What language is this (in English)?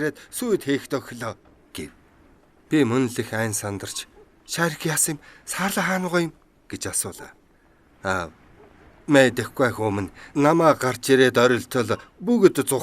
Mongolian